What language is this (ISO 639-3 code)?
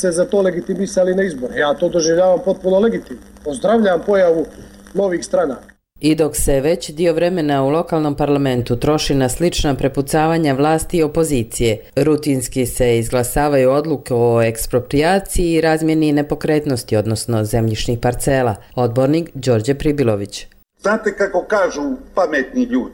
hrv